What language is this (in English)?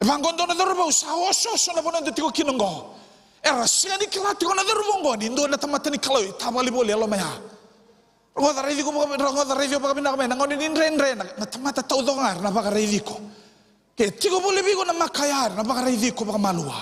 Fijian